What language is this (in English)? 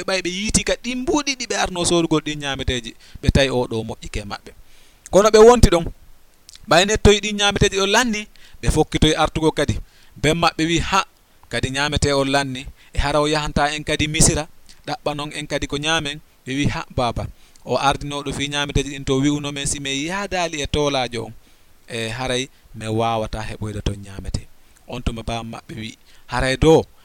Fula